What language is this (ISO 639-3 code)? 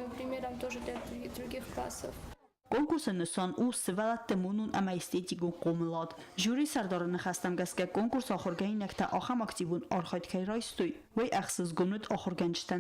oss